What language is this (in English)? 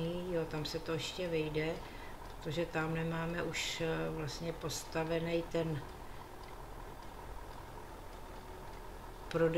Czech